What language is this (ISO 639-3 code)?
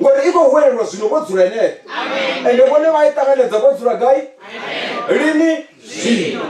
ven